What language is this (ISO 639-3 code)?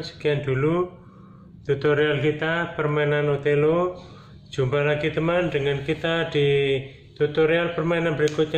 ind